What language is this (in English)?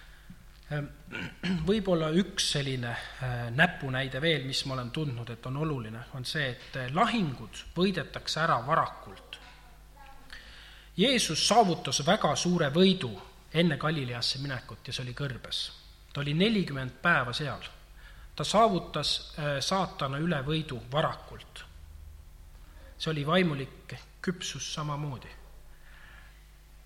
Estonian